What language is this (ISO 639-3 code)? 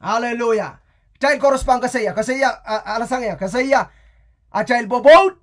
pon